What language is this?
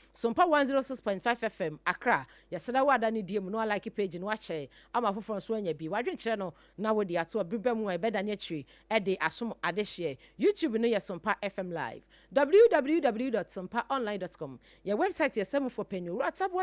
Akan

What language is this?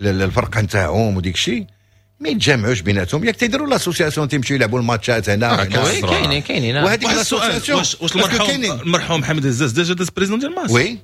Moroccan Arabic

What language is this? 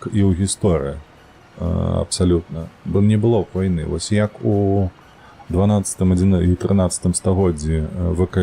Belarusian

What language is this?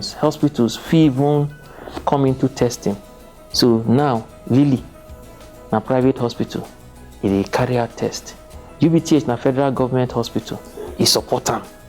Nigerian Pidgin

